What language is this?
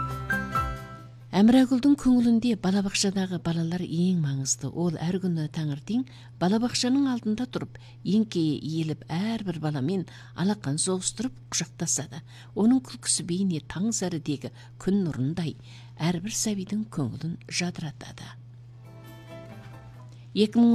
Kazakh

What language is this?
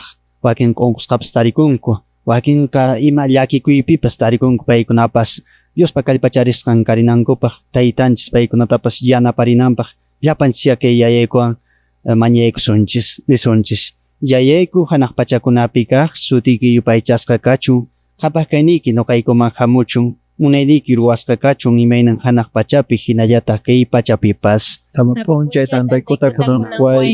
Quechua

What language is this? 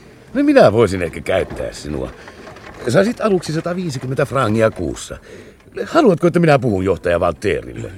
Finnish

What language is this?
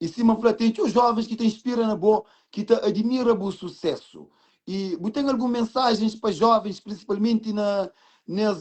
Kabuverdianu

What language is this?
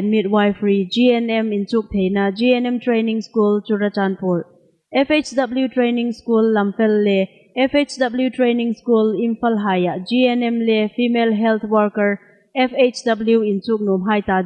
Hmar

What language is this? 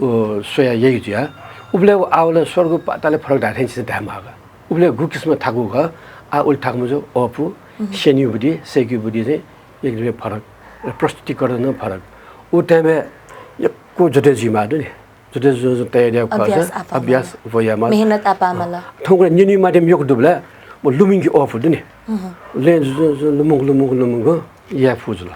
Newari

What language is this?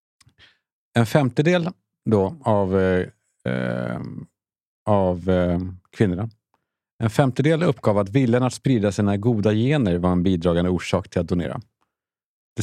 Swedish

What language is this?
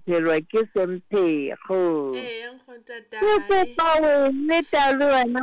Southern Sotho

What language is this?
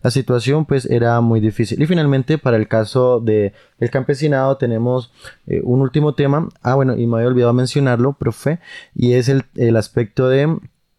Spanish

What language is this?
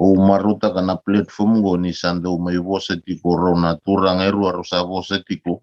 Fijian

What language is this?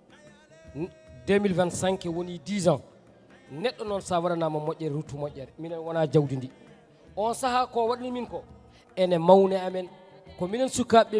Fula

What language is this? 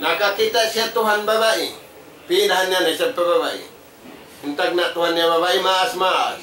Tausug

